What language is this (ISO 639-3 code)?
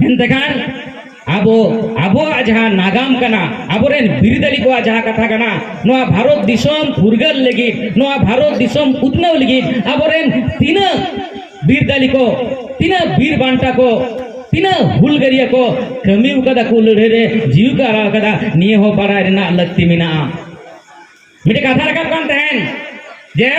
sat